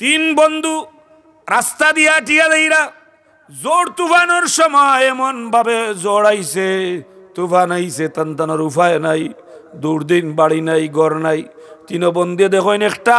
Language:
Sylheti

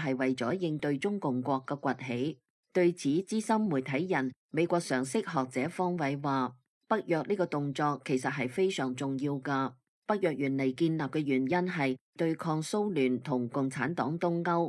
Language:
Cantonese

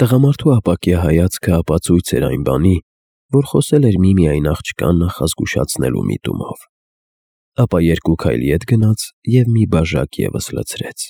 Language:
Armenian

